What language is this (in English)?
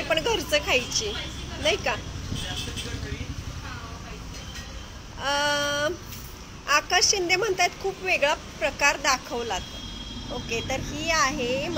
Marathi